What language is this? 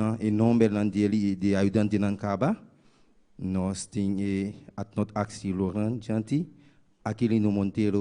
Papiamento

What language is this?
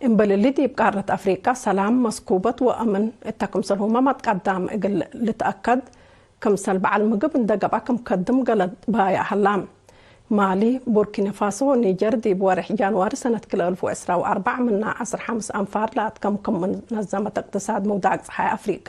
Tigre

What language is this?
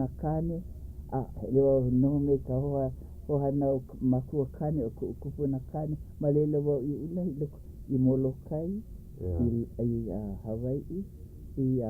Hawaiian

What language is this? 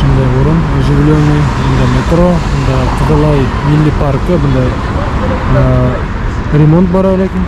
Bashkir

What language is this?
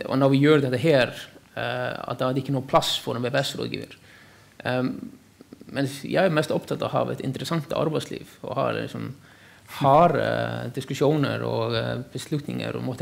Norwegian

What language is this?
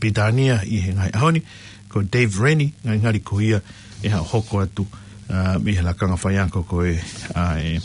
Tongan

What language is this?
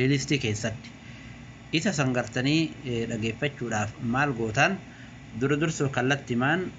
Oromo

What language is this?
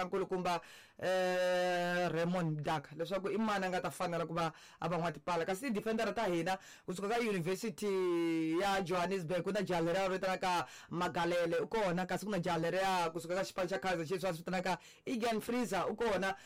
Tsonga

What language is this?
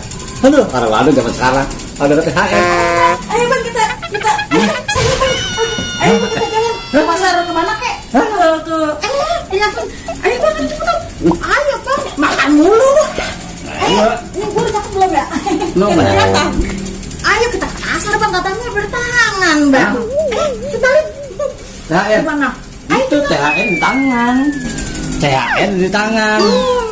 Betawi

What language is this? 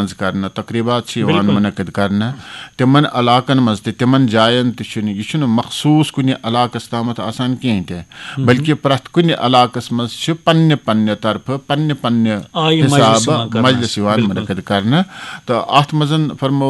Kashmiri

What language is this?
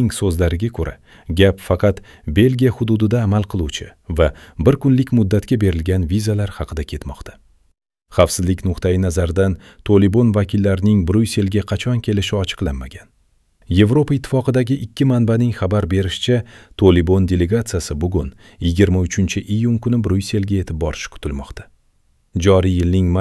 Uzbek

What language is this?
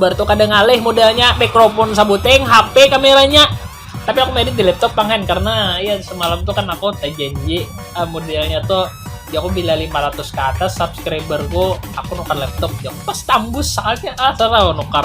Banjar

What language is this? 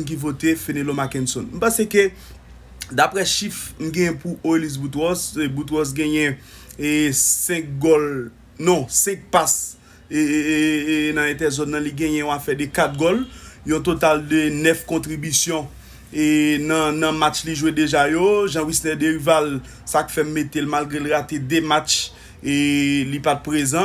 Haitian Creole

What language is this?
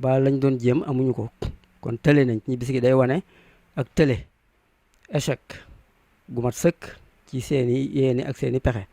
Wolof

